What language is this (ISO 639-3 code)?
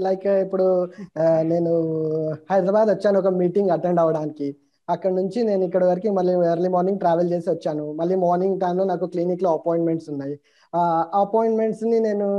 tel